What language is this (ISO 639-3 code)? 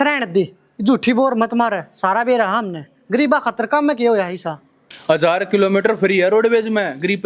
bgc